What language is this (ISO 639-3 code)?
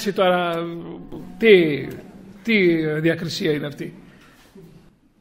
ell